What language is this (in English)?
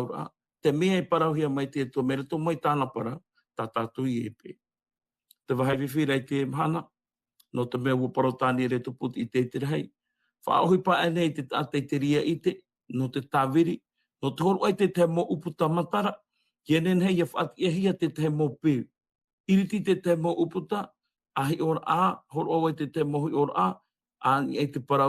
Tahitian